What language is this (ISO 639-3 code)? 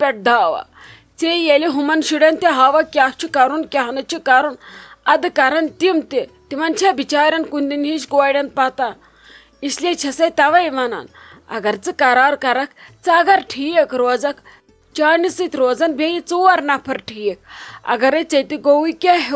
kas